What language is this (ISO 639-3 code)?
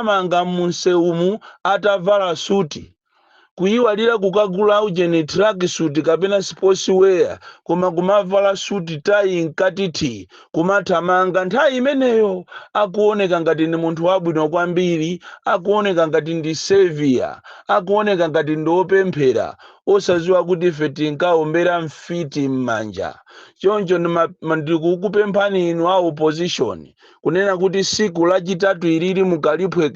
nya